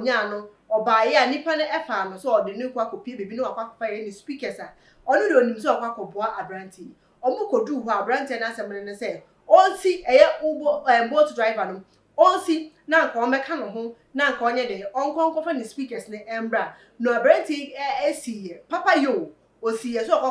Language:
Akan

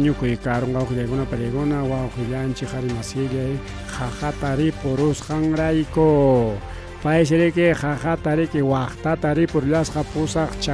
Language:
Ayacucho Quechua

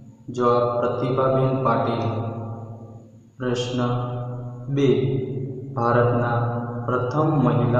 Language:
Gujarati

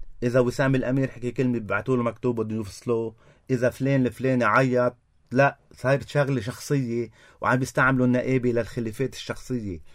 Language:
North Levantine Arabic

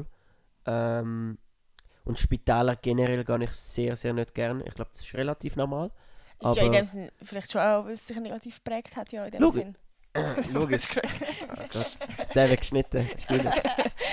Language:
Swiss German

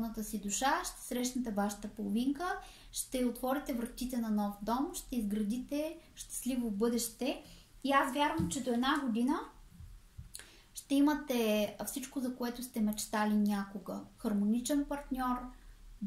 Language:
Bulgarian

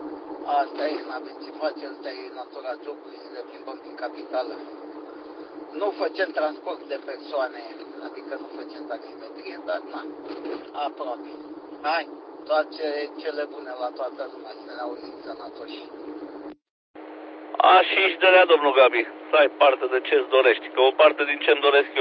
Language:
Romanian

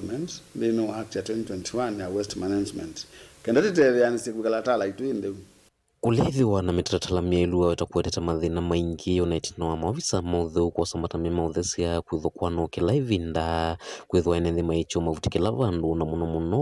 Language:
Kamba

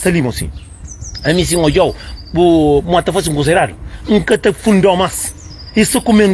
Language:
Kabuverdianu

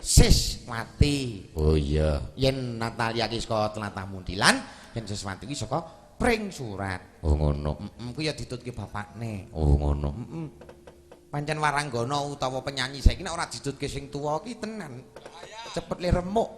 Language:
Javanese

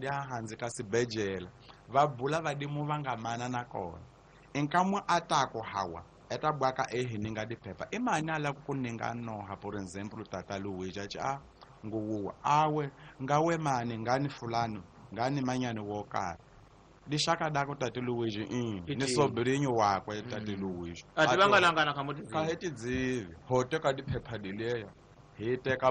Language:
Tsonga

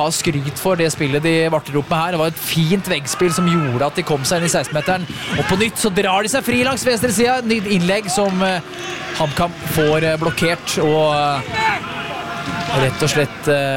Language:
Norwegian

